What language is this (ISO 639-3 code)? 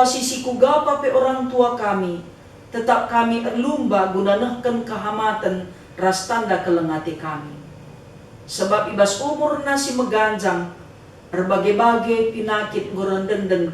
btx